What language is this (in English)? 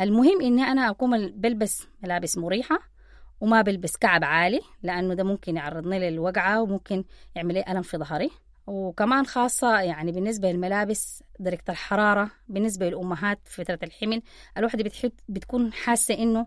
Sudanese Arabic